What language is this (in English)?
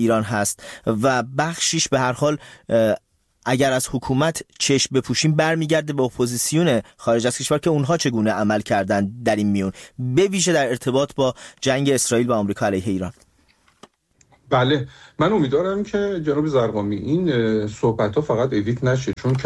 Persian